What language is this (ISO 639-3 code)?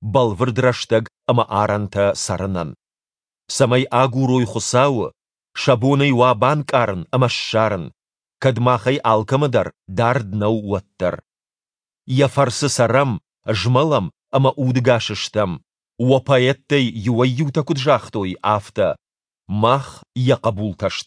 oss